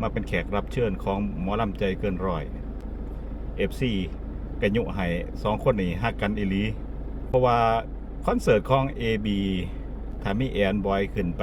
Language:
Lao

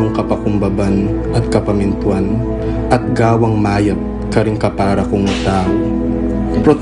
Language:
Pampanga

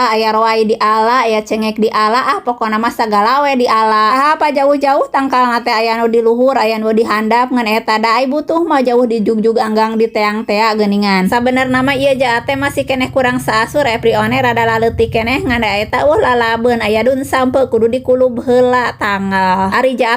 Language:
Sundanese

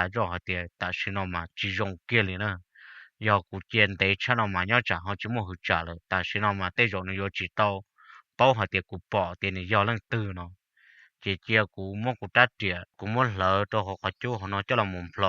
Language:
Hmong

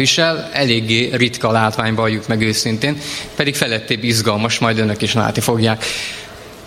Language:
Hungarian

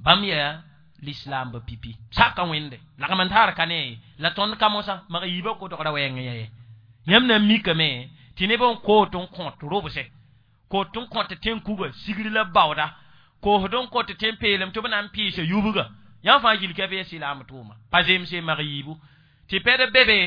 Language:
Mossi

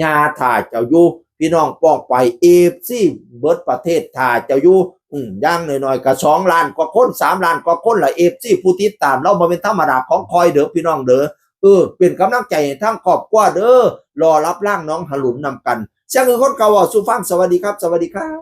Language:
Northeastern Thai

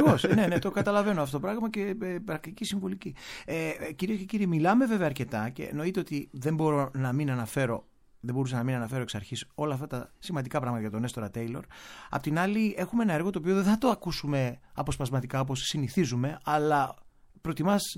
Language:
Greek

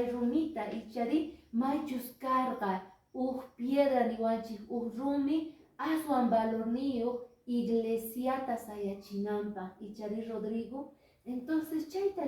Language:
Quechua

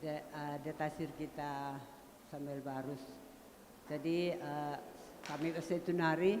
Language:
Batak Karo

